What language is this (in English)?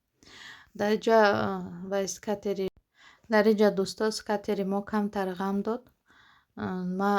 Tajik